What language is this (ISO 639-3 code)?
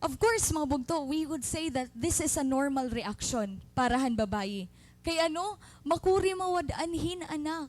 war